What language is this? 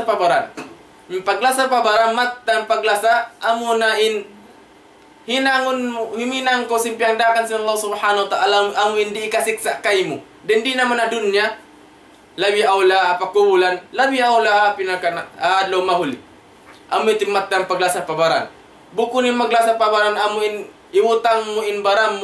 Tausug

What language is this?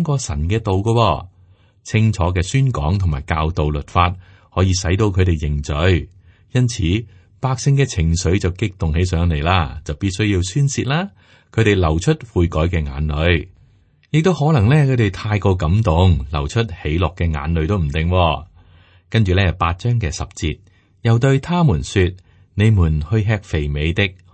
Cantonese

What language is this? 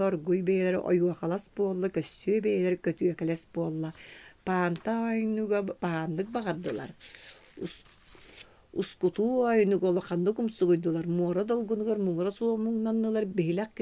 Yakut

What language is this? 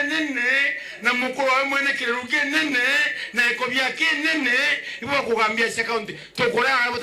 Meru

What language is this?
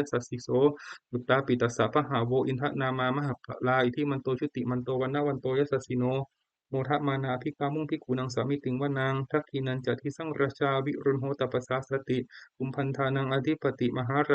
Pali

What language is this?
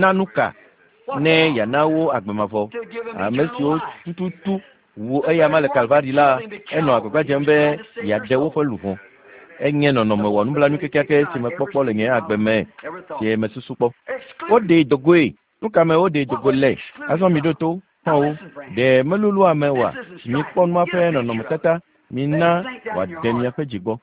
Ewe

